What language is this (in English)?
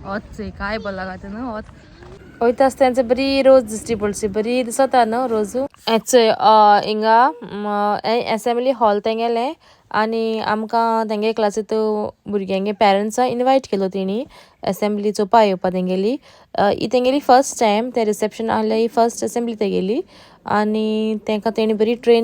Konkani